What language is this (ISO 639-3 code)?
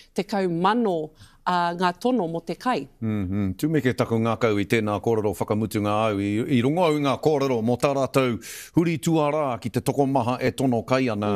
mri